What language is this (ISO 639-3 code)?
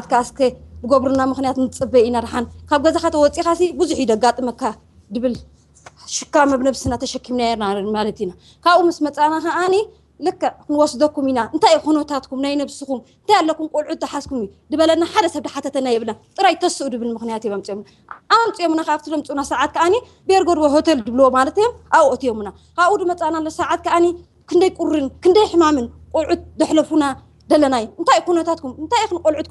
tir